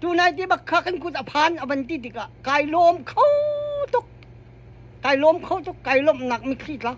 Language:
Hakha Chin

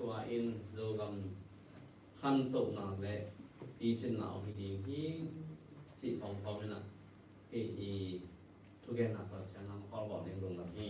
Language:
Tedim Chin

